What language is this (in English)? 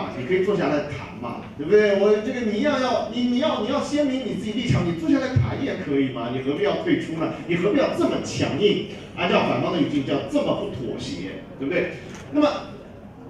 Chinese